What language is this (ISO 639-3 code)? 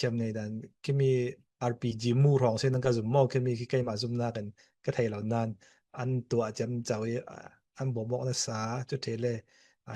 cfm